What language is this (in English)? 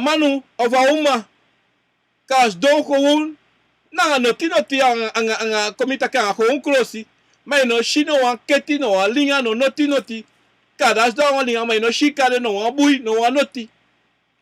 Sranan Tongo